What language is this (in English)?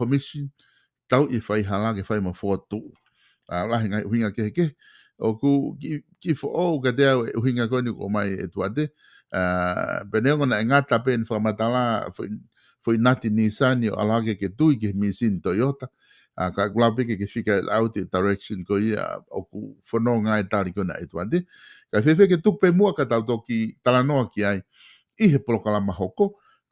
Tongan